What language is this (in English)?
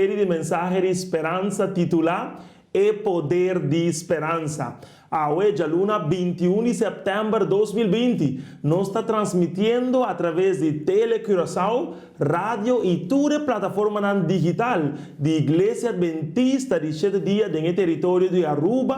Papiamento